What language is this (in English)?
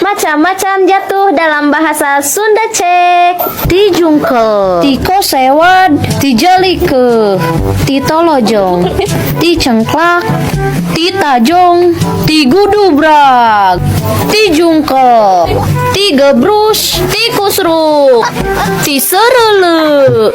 Sundanese